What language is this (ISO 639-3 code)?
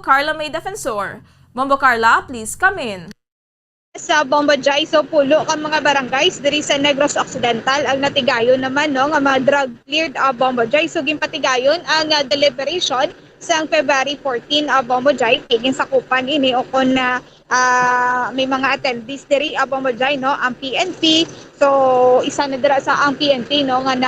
hil